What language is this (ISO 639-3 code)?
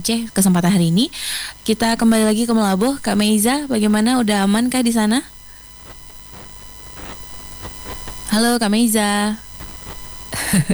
ind